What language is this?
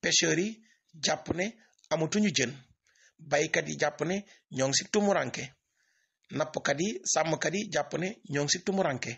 Wolof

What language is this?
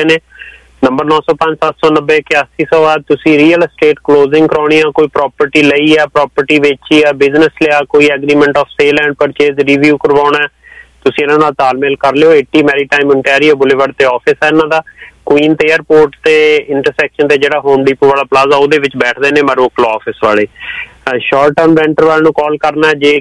Punjabi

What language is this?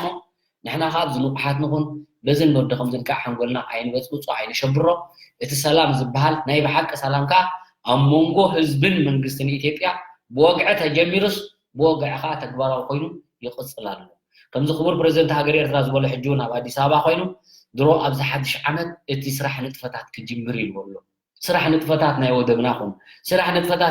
Tigrinya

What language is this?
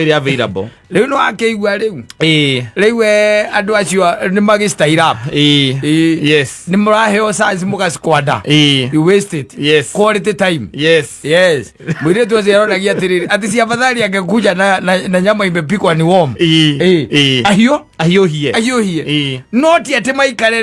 Kikuyu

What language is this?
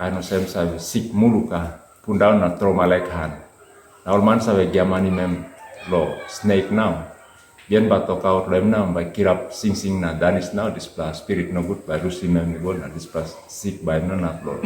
Tok Pisin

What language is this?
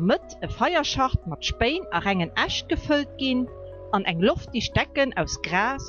Luxembourgish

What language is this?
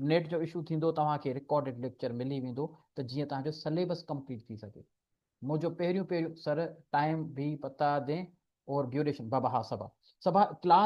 Sindhi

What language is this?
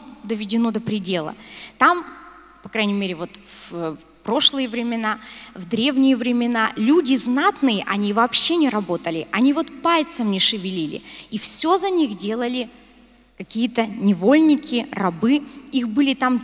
Russian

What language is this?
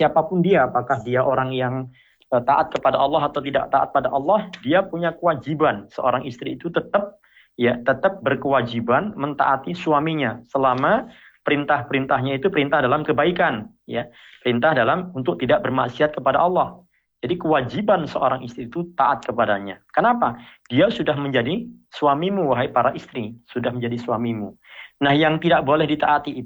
Indonesian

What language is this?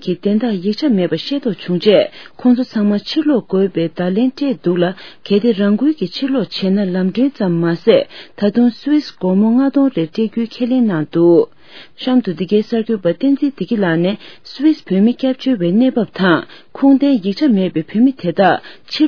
Tibetan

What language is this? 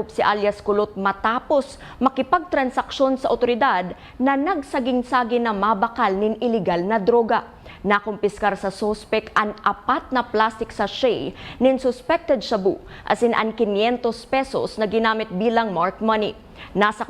Bikol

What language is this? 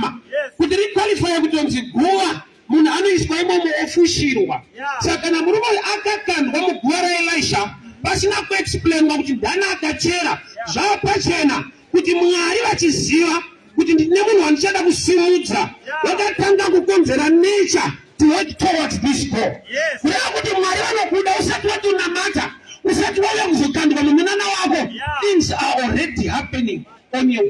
Shona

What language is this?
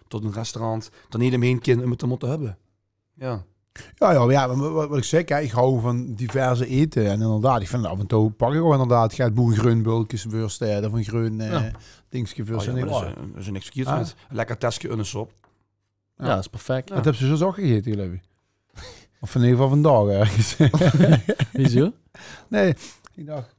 Limburgish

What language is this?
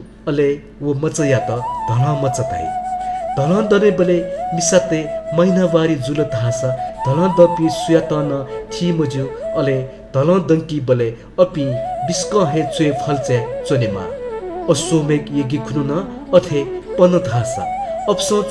Newari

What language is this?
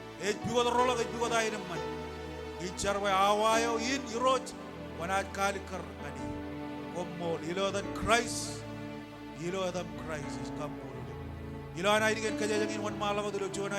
Marshallese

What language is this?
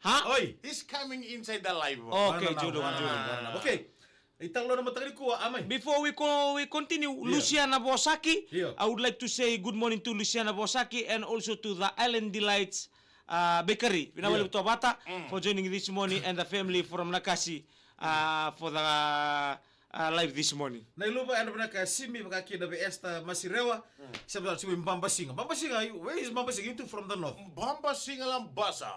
Fijian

